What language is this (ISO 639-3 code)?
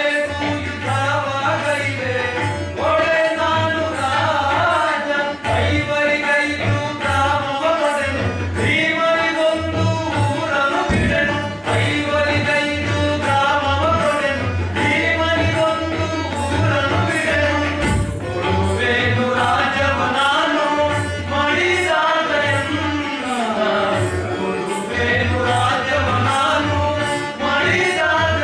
kan